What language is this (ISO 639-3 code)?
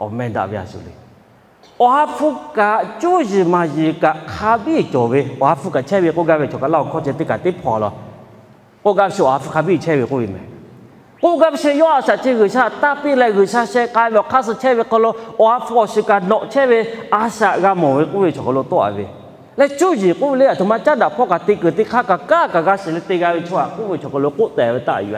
lhu